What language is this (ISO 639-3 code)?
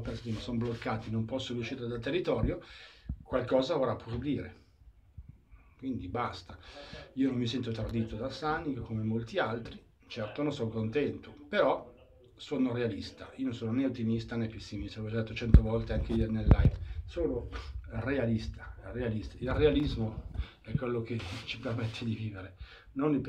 ita